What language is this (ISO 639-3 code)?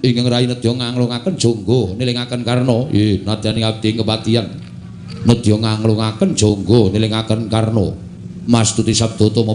jav